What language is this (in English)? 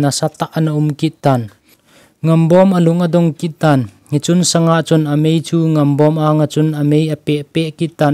Thado Chin